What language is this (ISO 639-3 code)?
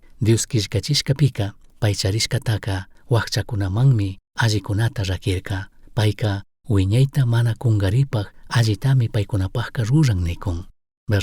qug